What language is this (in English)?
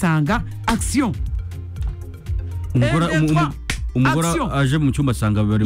Kinyarwanda